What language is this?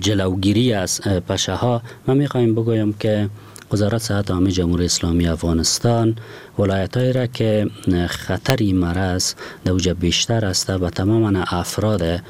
Persian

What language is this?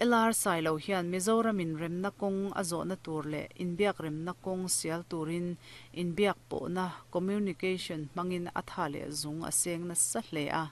Mizo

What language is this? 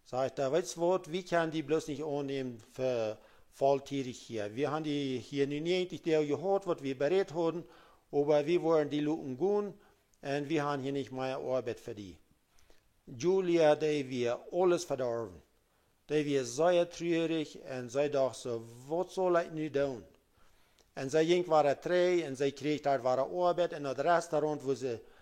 Plautdietsch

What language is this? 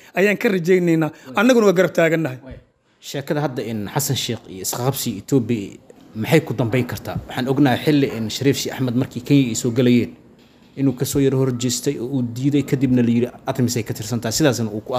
Somali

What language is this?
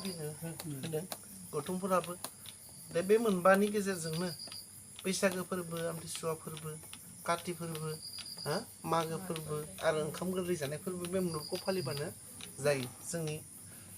Bodo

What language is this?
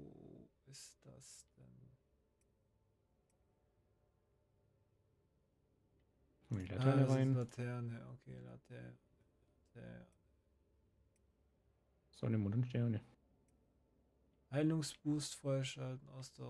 German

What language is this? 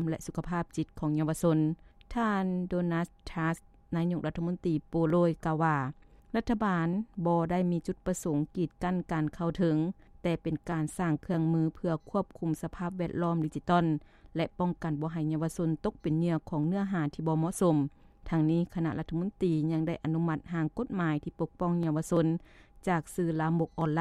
Lao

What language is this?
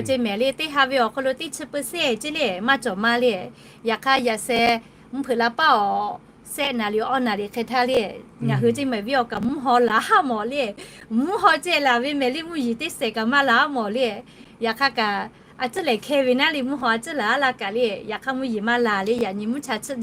Lahu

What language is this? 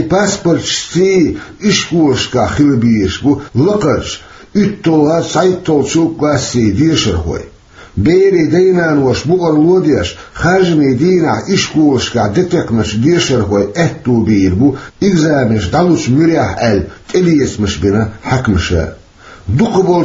Chechen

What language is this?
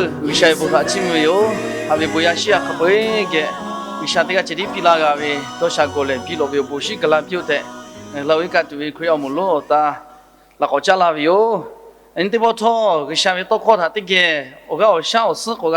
Lahu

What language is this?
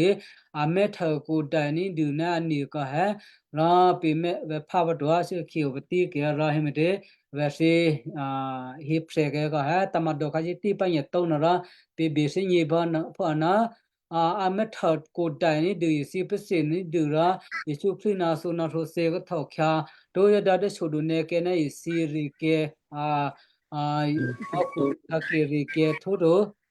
Western Kayah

